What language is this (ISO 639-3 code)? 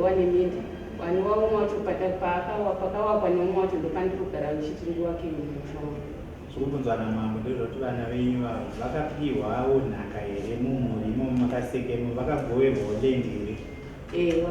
sna